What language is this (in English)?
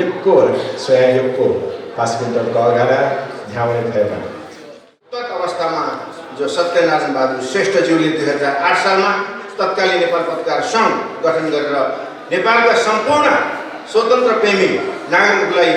Newari